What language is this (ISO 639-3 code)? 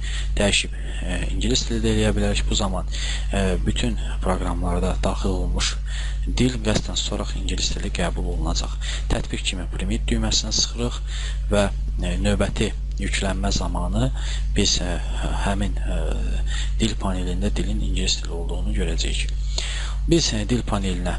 aze